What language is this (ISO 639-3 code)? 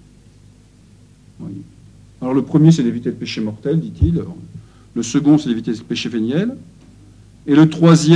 fra